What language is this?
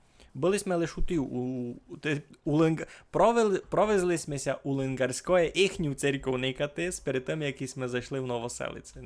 Rusyn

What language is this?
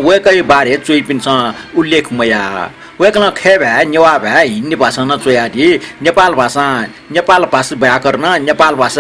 Newari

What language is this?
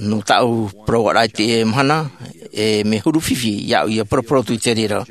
Tahitian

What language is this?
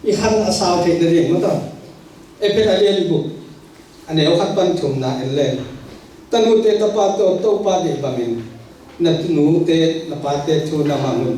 Tedim Chin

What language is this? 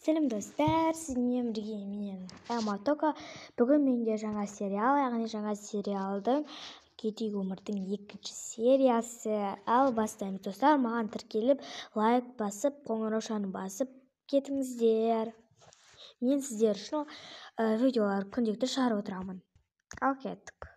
Kazakh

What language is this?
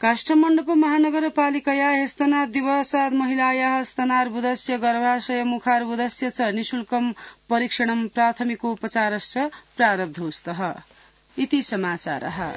Sanskrit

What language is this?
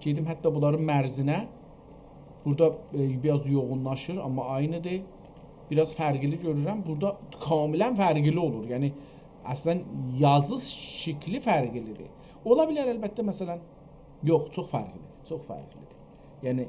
South Azerbaijani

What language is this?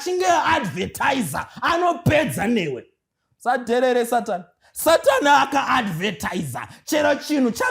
Shona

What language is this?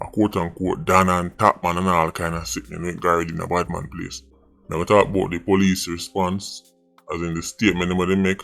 Jamaican Creole English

